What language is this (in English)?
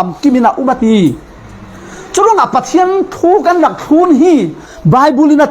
Falam Chin